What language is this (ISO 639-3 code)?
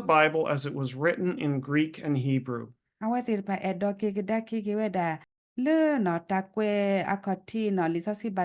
ksw